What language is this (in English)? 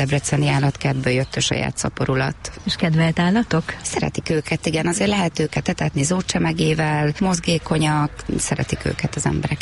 Hungarian